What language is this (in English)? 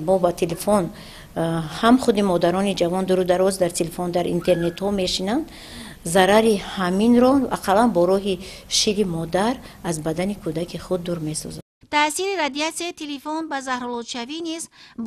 Tajik